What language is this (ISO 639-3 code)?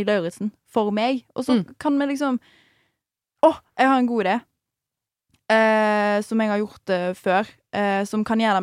nor